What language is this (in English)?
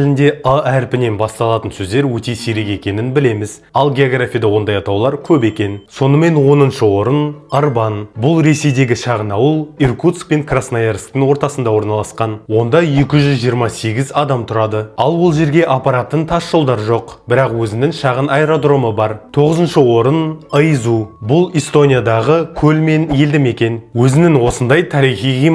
Kazakh